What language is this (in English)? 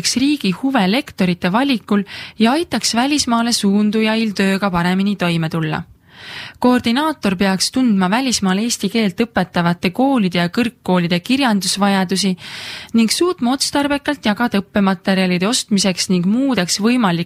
Estonian